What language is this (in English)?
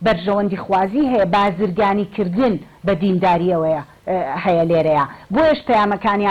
Central Kurdish